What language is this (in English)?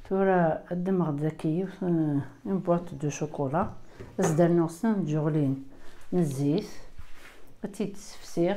Kabyle